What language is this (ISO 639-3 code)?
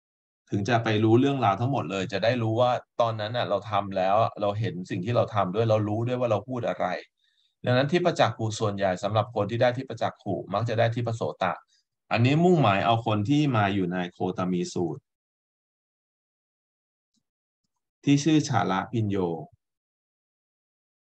tha